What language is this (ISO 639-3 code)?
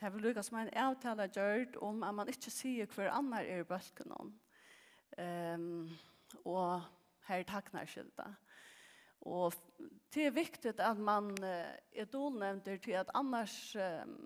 fao